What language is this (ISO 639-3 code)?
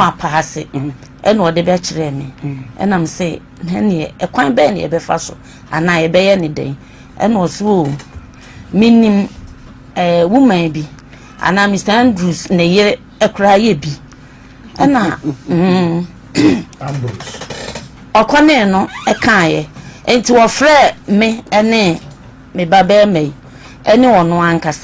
aka